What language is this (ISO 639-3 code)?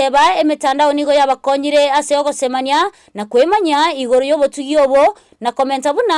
guz